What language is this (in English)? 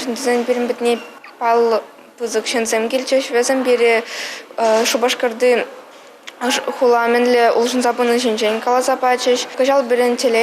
Chuvash